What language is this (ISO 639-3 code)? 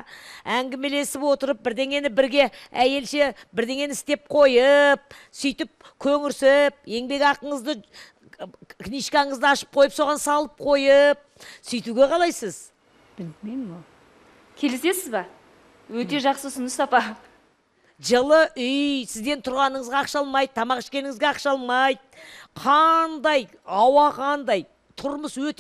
kaz